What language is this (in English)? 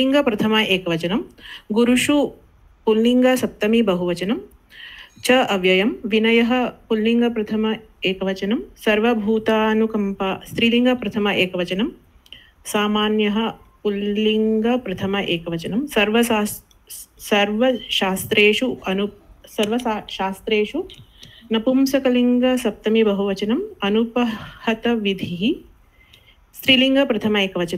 Sanskrit